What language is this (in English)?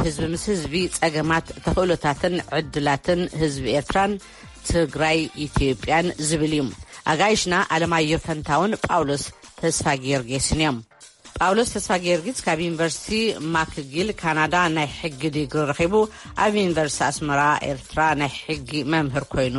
Tigrinya